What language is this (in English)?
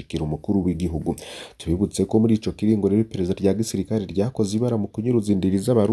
Rundi